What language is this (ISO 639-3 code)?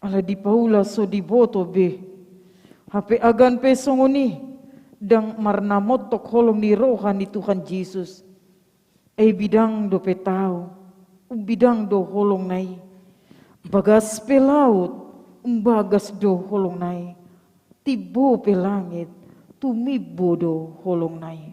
bbc